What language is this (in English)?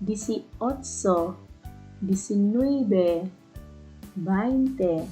Waray